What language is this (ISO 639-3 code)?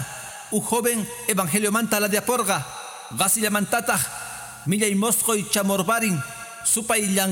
que